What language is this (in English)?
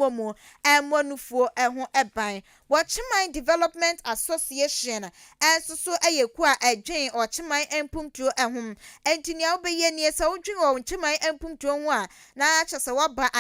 Akan